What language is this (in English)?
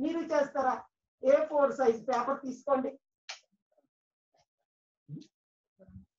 Telugu